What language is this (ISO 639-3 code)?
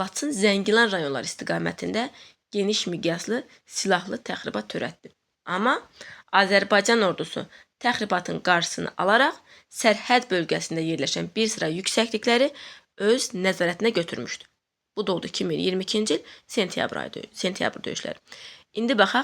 aze